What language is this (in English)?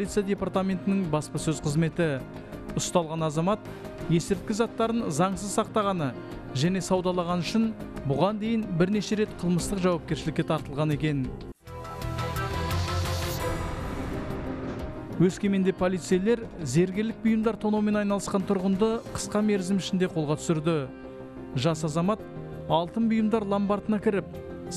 Kazakh